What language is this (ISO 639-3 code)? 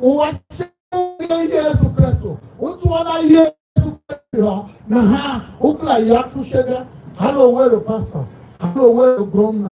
tiv